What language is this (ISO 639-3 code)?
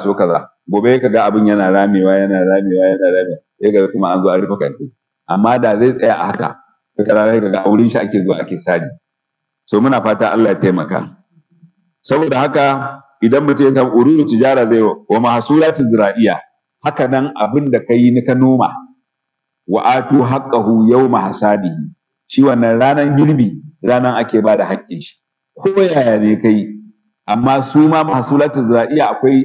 hau